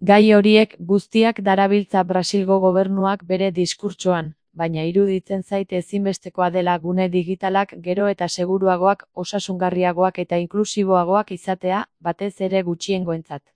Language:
Basque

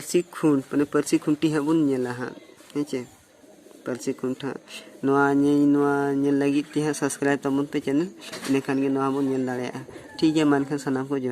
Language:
Santali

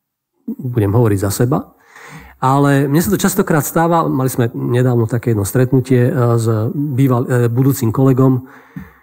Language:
Slovak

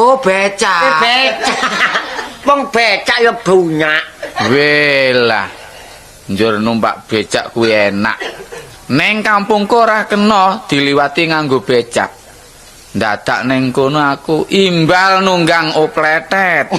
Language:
Javanese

